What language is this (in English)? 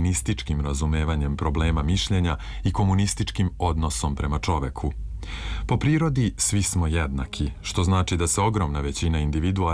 Serbian